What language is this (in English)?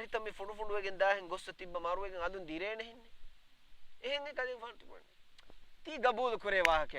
Divehi